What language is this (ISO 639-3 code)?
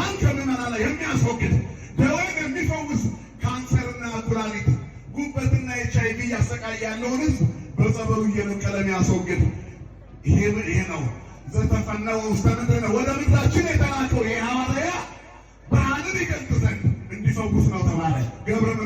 amh